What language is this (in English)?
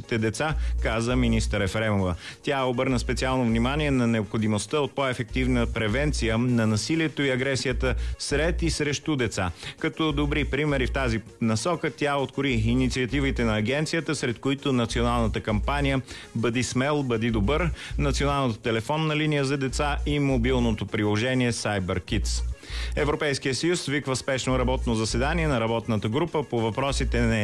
Bulgarian